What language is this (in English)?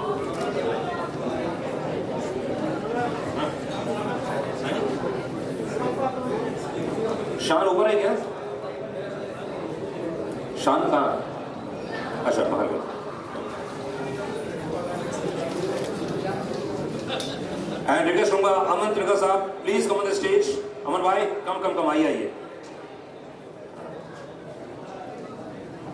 Hindi